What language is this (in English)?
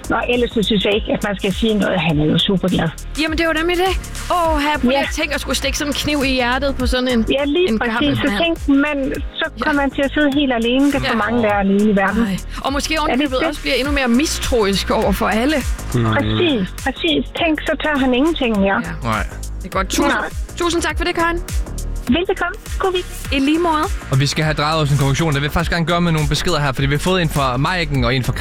Danish